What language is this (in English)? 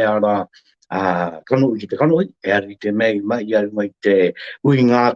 Māori